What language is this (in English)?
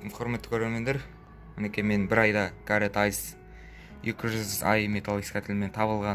Kazakh